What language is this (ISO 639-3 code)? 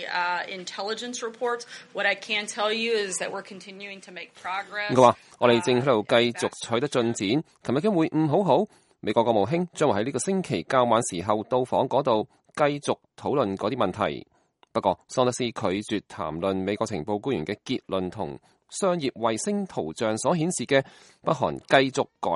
yue